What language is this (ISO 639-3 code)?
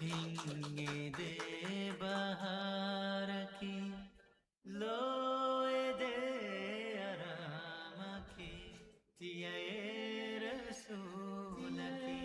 div